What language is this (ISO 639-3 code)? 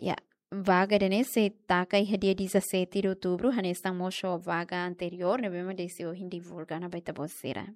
tet